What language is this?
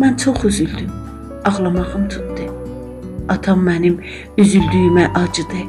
South Azerbaijani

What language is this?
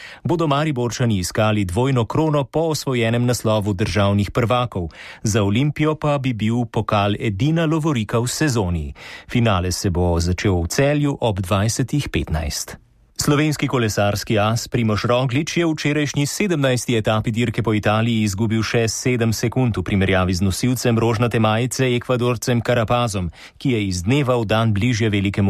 Slovenian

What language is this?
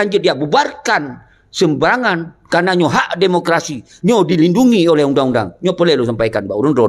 Achinese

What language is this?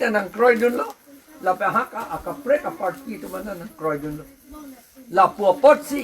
Karbi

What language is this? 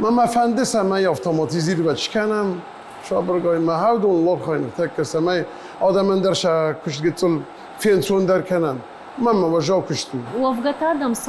Ossetic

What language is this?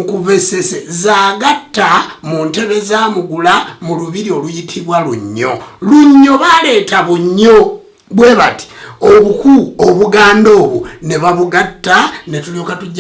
Ganda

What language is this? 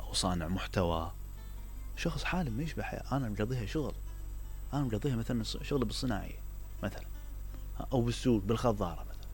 Mesopotamian Arabic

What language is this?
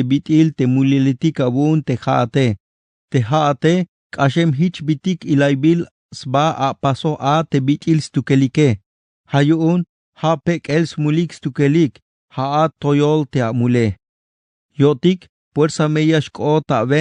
Tzeltal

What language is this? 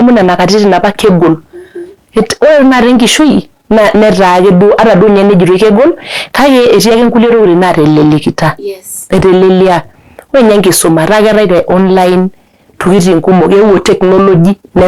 Masai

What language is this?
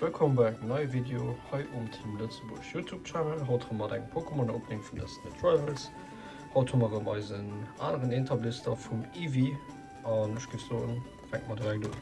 Luxembourgish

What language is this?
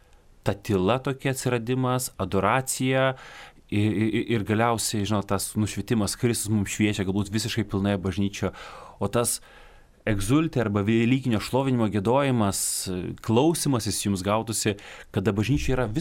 Lithuanian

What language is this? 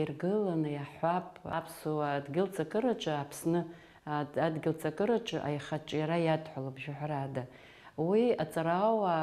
Abkhazian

